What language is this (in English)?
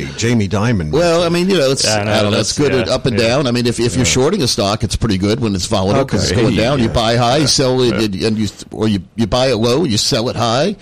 English